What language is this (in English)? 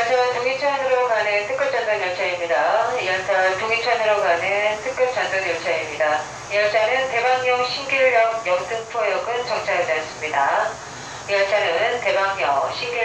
Korean